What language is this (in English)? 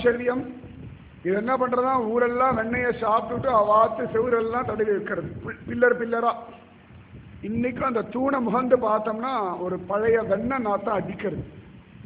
Tamil